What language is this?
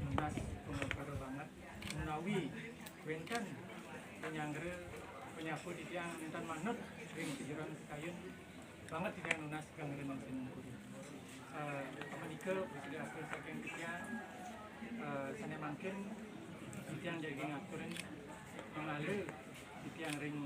Balinese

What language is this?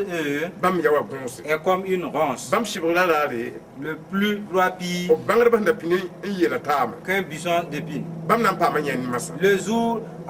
Mossi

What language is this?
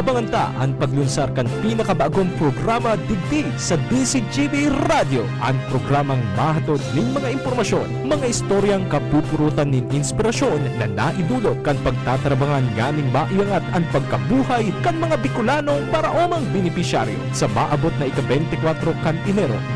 Bikol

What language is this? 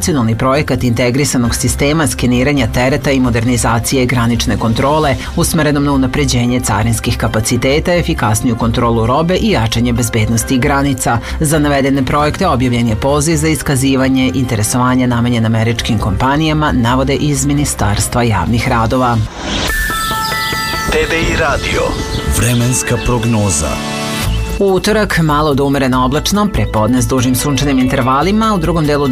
Serbian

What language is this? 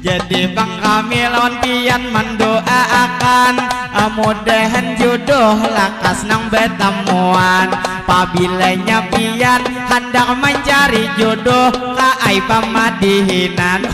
Banjar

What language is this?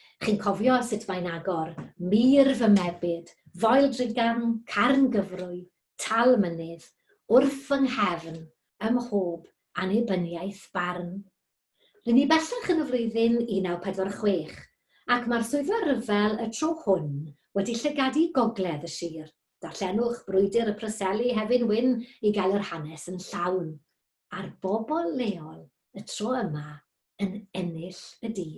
Welsh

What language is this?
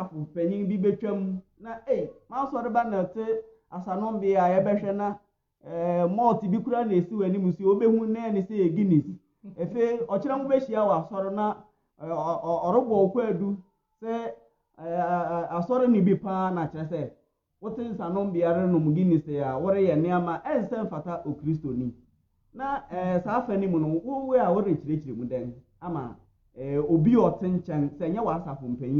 Akan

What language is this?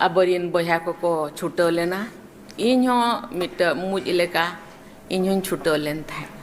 Santali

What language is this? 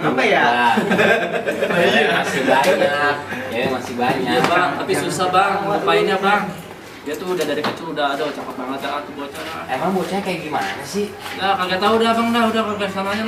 Betawi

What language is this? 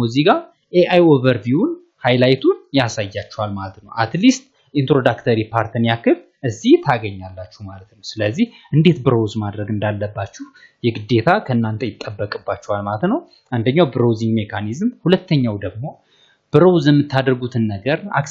Amharic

